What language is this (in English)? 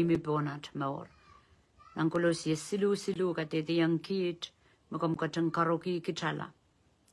Pohnpeian